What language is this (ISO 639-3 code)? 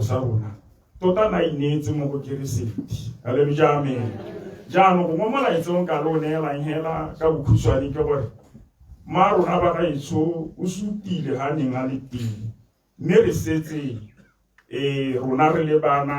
tsn